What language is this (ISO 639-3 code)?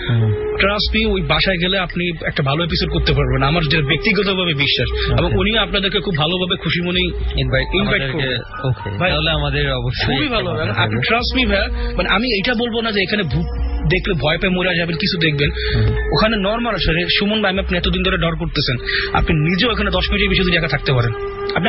ben